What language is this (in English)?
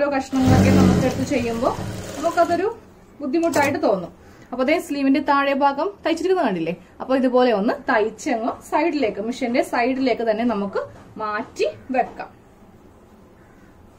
Malayalam